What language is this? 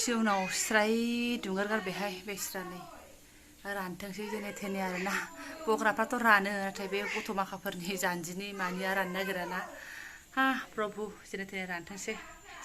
Bodo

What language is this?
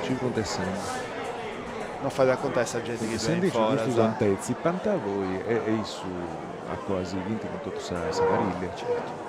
Sardinian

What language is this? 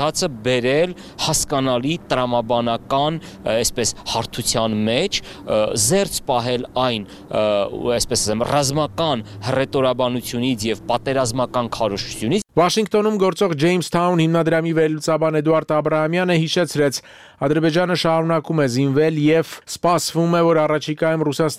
Armenian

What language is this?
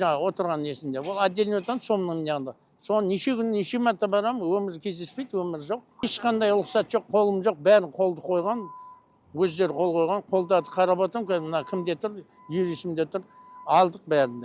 Kazakh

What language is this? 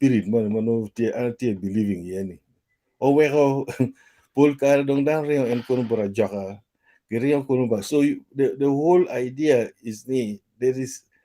Acoli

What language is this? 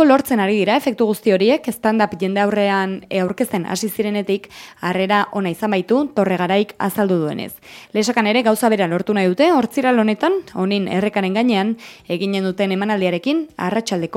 Basque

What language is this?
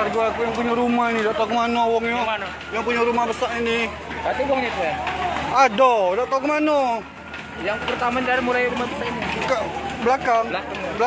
Musi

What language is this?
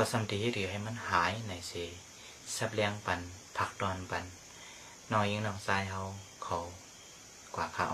Shan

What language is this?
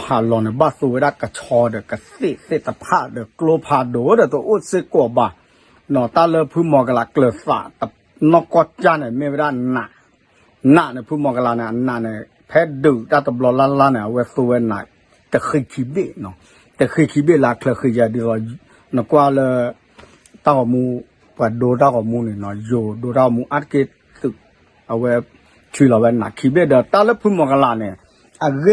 S'gaw Karen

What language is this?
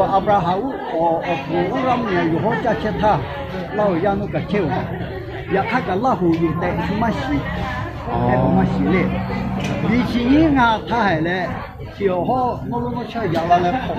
Lahu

